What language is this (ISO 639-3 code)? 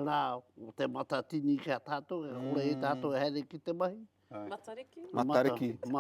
mri